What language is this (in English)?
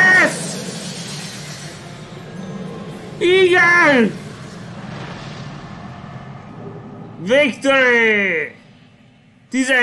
Hungarian